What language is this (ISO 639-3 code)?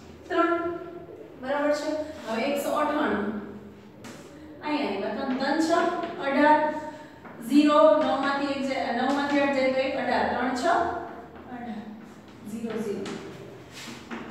guj